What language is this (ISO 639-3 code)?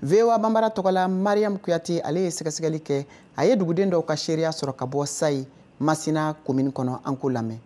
bam